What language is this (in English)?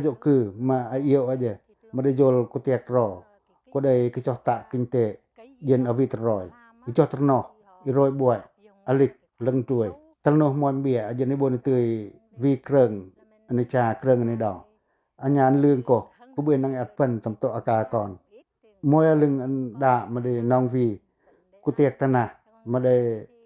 Pacoh